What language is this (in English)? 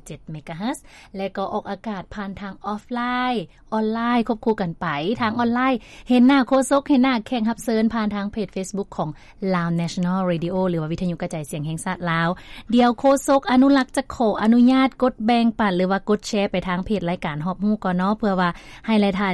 Lao